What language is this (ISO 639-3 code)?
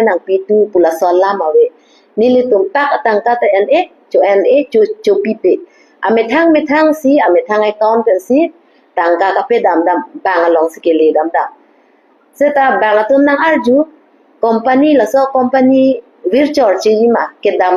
mjw